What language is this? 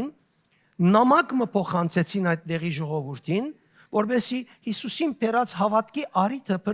Western Armenian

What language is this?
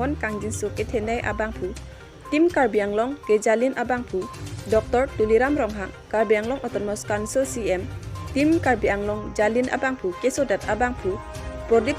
Karbi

